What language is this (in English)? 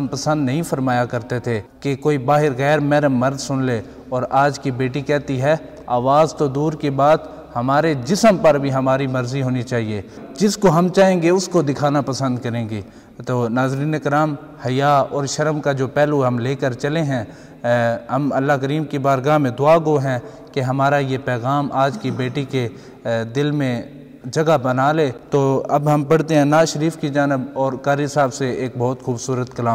Urdu